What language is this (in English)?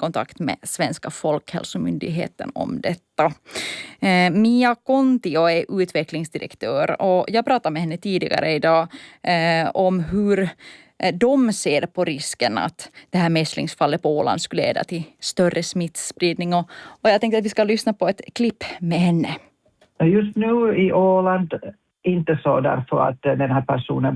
Swedish